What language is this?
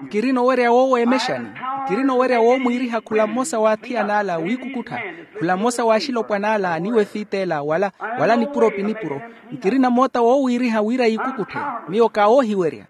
Makhuwa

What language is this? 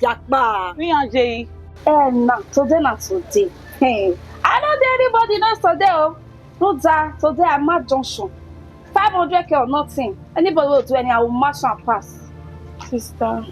Bini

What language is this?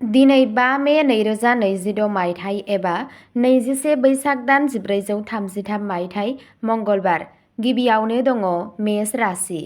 Bodo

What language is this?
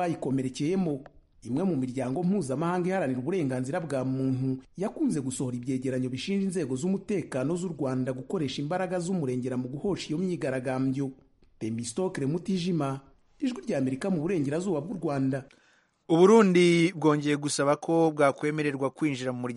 Kinyarwanda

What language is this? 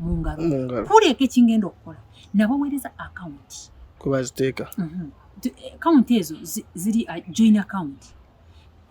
Ganda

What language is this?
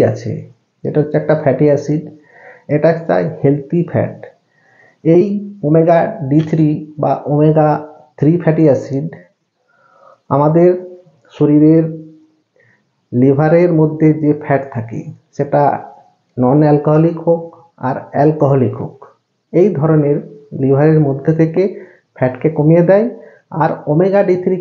Bangla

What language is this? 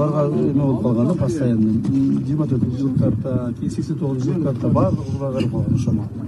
Kyrgyz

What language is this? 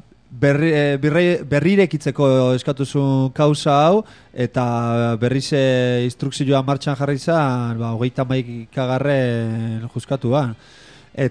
Basque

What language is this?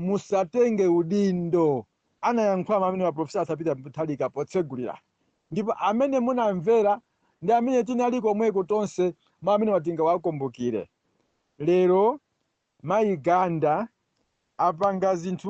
Nyanja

